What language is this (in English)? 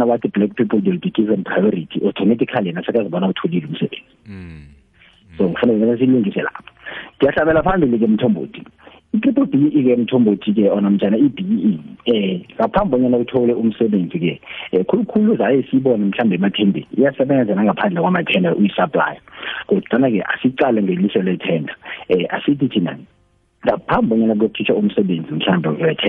South Ndebele